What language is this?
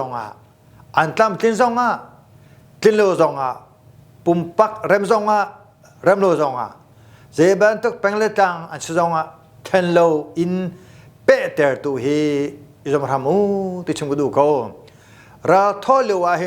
Hakha Chin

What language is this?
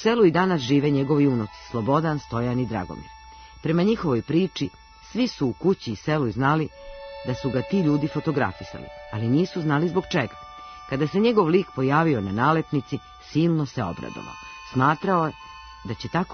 Serbian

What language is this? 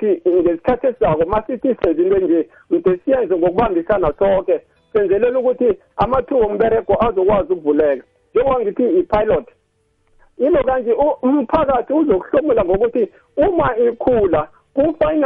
South Ndebele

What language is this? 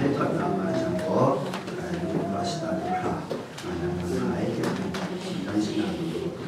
Kachin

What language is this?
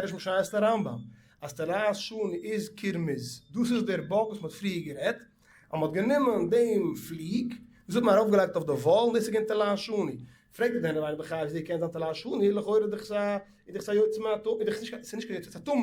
Yiddish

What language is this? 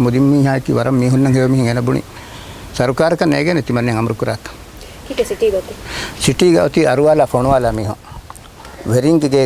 Divehi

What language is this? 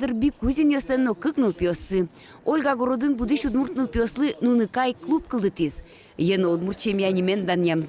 Udmurt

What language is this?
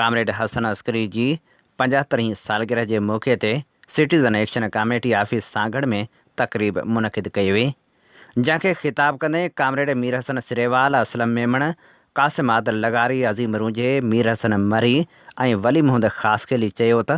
Sindhi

